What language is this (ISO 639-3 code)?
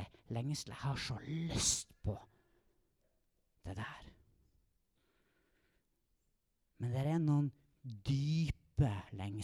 nor